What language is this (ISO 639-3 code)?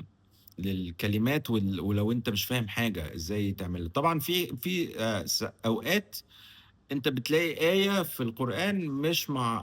arz